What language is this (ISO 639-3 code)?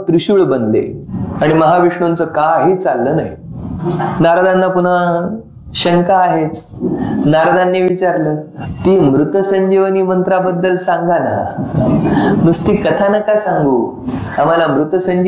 mar